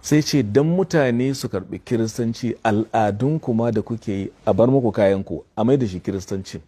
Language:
Hausa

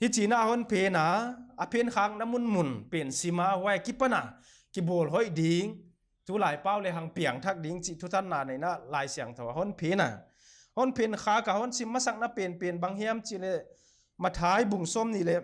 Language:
Paite Chin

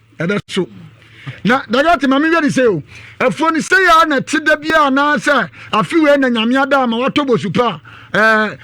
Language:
Akan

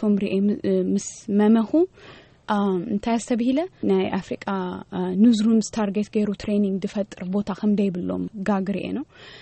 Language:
Tigrinya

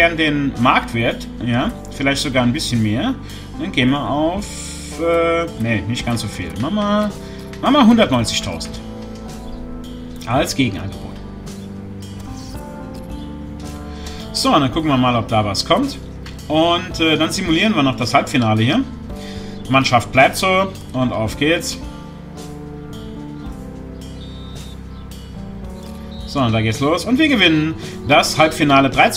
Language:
German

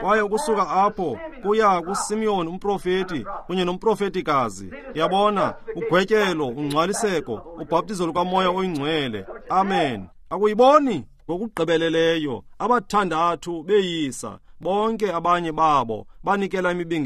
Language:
Xhosa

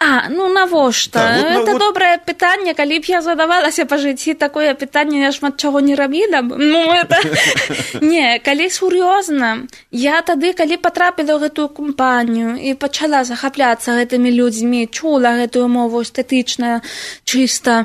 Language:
Belarusian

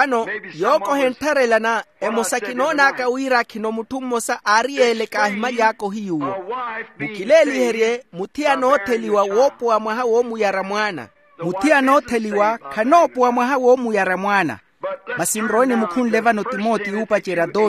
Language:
Makhuwa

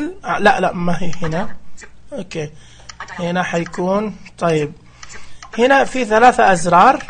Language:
Najdi Arabic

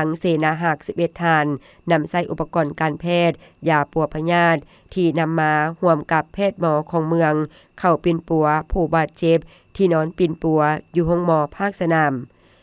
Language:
Lao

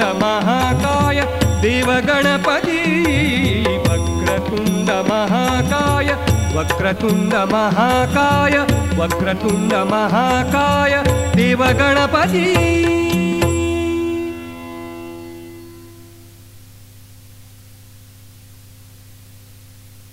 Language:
Marathi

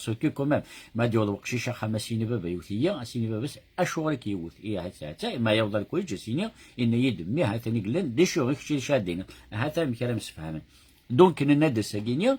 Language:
Kabyle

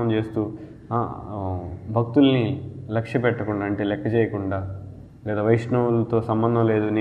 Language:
Telugu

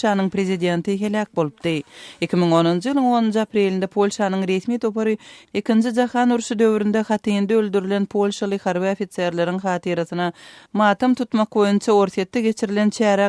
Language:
Turkmen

